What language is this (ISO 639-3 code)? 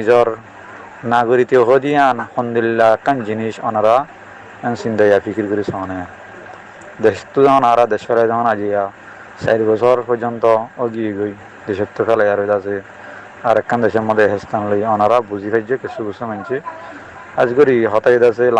rhg